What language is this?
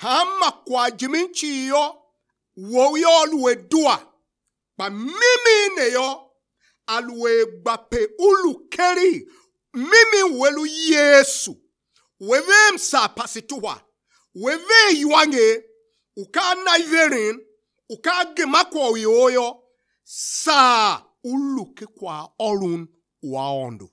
Tiv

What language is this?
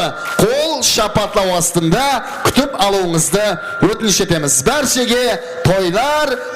Kara-Kalpak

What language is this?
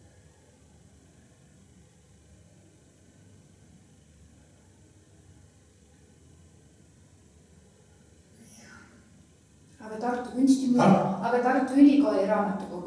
Estonian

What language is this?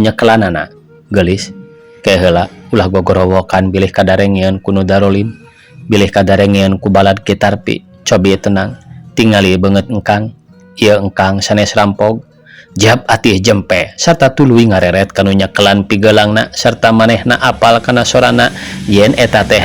Sundanese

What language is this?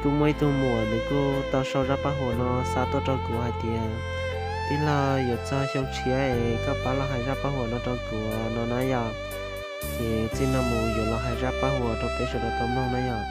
Hmong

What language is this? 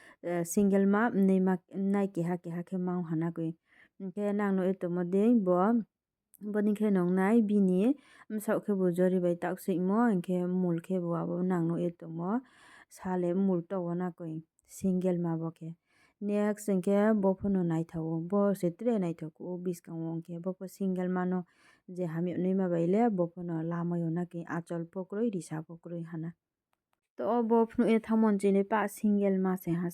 Riang (India)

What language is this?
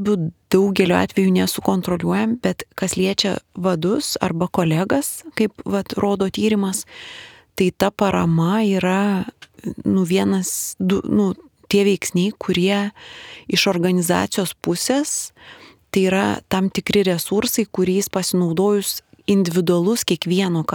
Lithuanian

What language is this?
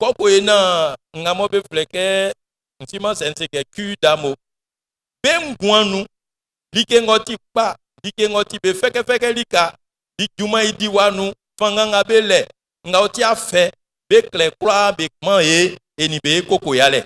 Baoulé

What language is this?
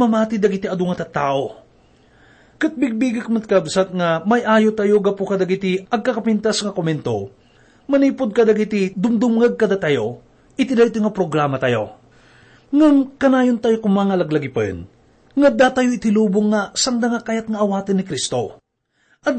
Iloko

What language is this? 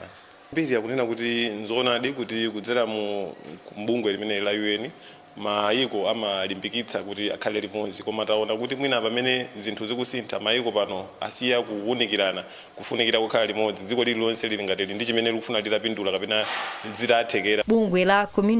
Nyanja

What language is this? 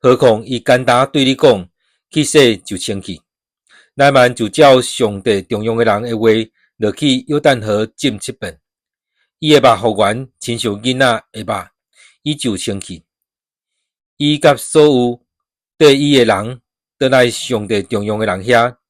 Min Nan Chinese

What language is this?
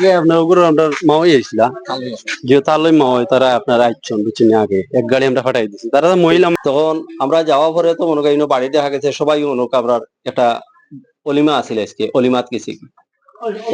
Sylheti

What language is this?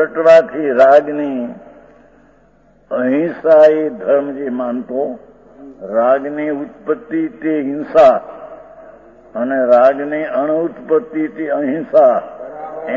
Gujarati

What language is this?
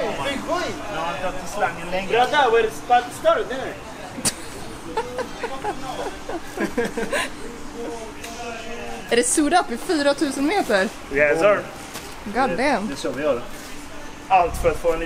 Swedish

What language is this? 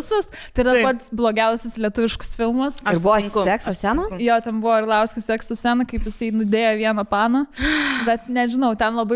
Lithuanian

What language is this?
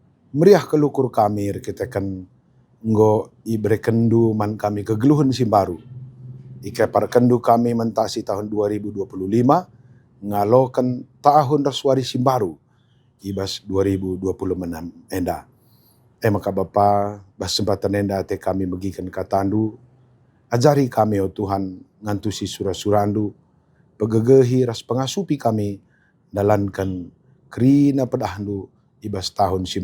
Batak Karo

